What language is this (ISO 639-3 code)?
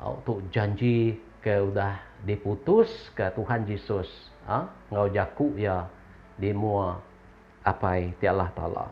iba